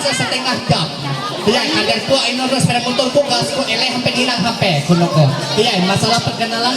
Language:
Ma'anyan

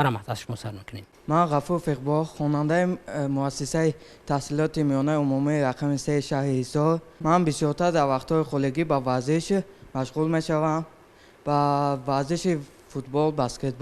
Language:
Tajik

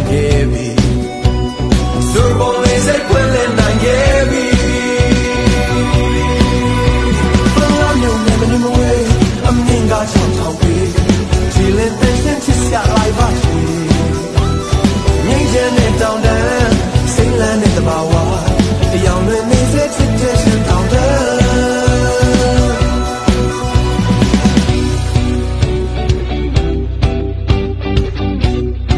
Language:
Burmese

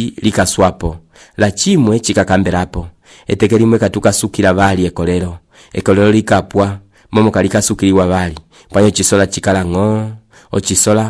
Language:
Umbundu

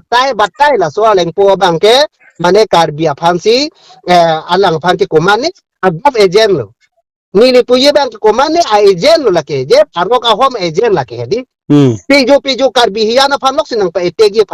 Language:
Karbi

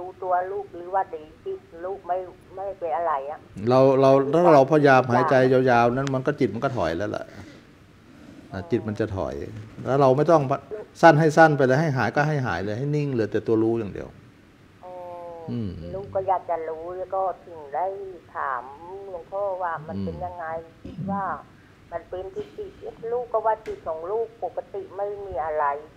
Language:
Thai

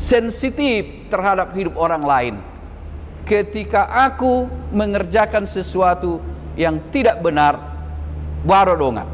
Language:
Batak Toba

